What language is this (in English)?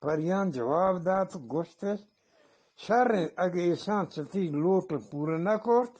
Eastern Balochi